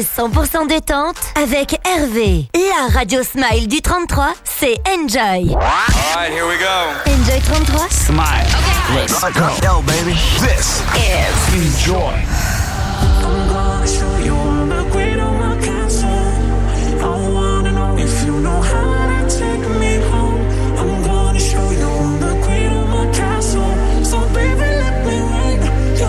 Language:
French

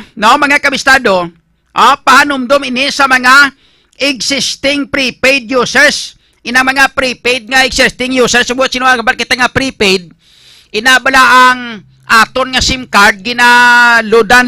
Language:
Hiligaynon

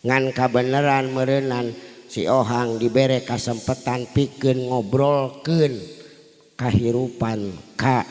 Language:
Sundanese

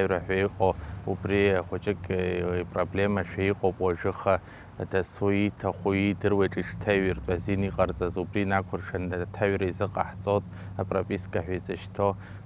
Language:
Abkhazian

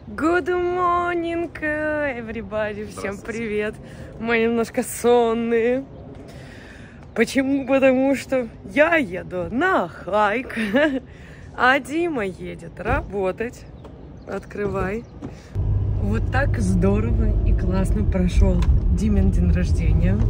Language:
Russian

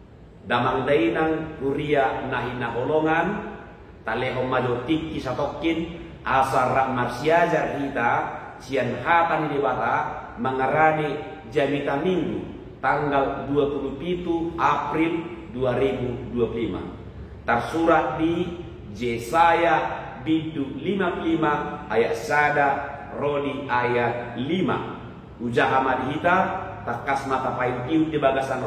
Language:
Batak Toba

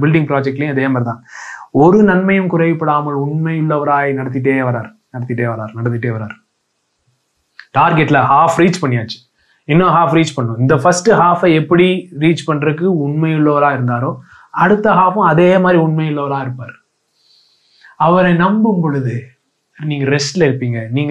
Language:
Tamil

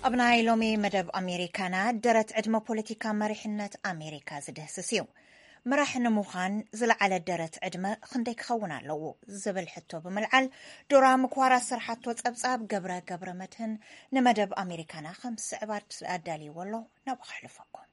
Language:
Tigrinya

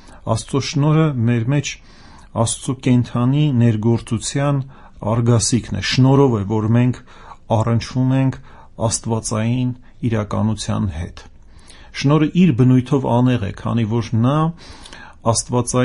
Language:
Armenian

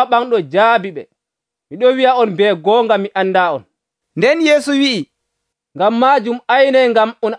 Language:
Nigerian Fulfulde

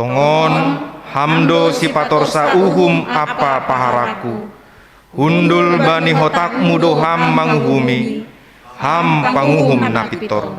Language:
Batak Simalungun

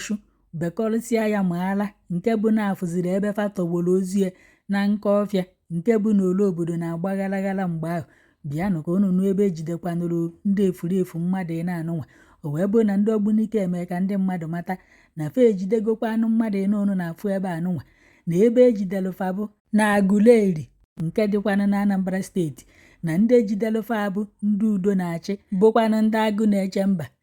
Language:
Igbo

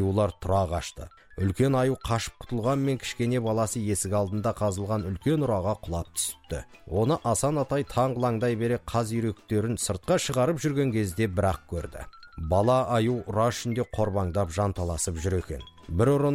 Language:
Kazakh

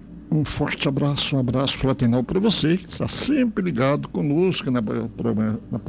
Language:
Portuguese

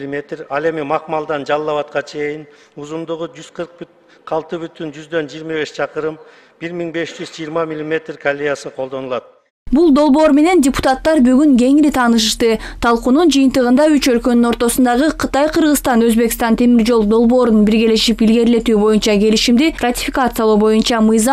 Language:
Kyrgyz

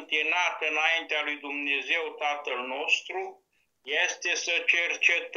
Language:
Romanian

